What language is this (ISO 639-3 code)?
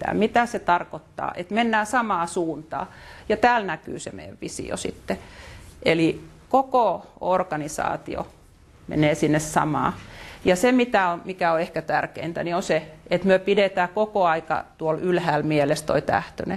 fin